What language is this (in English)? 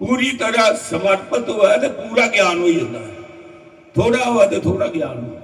Dogri